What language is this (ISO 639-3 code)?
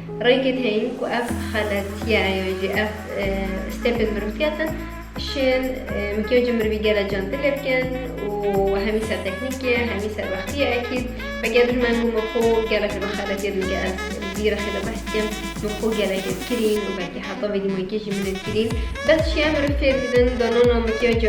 kur